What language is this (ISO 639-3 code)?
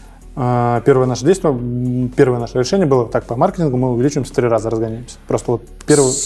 rus